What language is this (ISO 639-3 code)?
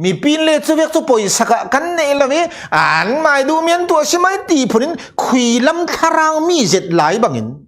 cfm